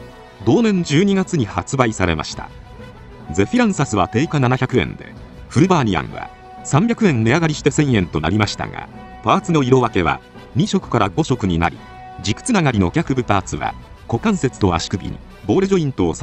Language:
Japanese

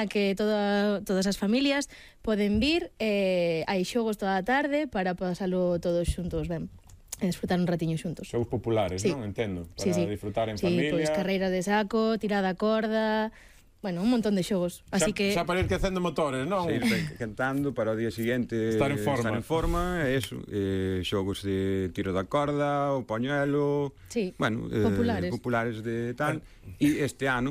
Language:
Galician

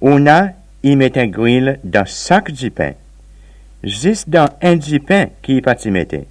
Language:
Seselwa Creole French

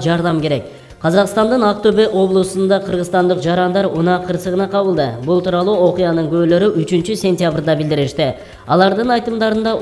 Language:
Kyrgyz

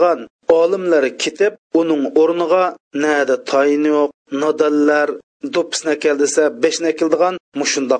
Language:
Uyghur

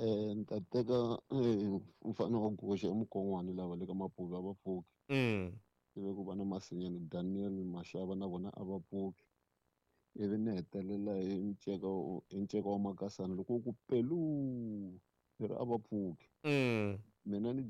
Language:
Tsonga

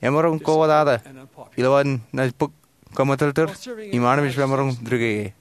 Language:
Marshallese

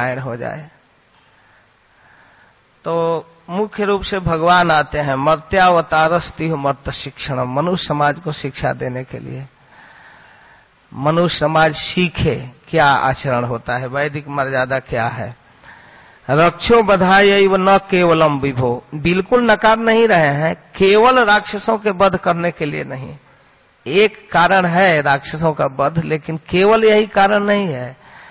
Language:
Hindi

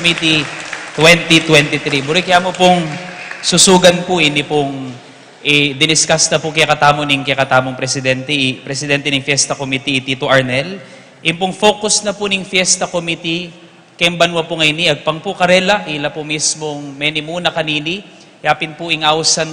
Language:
Pampanga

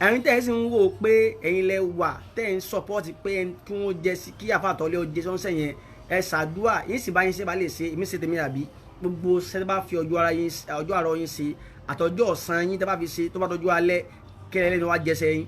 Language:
Yoruba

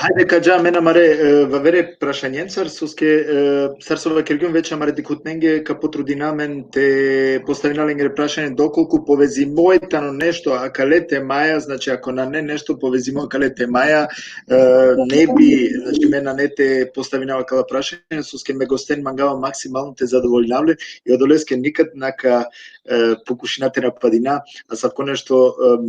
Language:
Balkan Romani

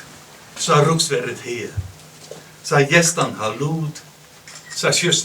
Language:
Western Frisian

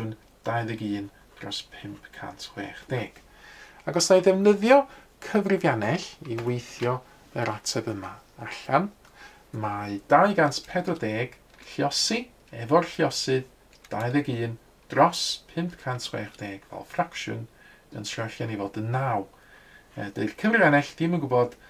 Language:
Welsh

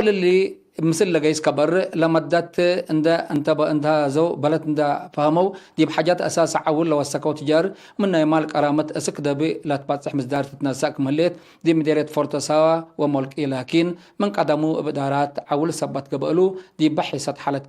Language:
Tigre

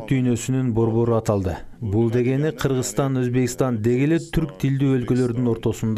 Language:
Kyrgyz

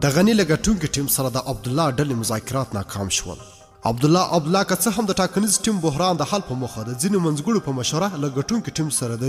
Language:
Pashto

